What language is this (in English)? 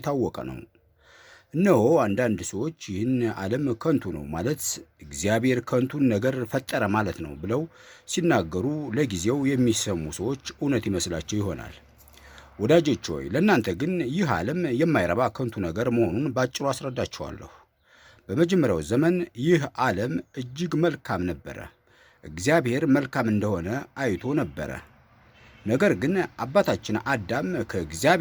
Amharic